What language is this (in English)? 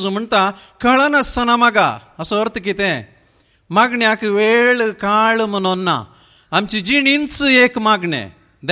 Konkani